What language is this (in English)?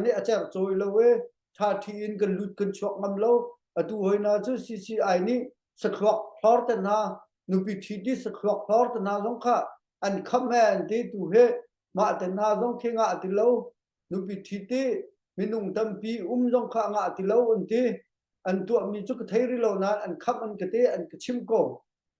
Hakha Chin